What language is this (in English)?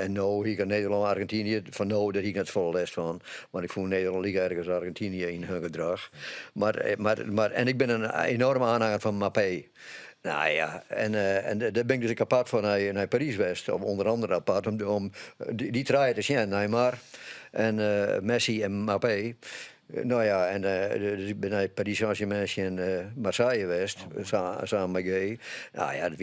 Western Frisian